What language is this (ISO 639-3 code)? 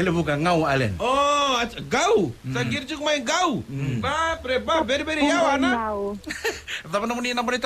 fij